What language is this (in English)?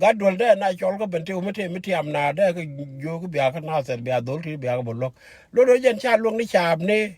Nuer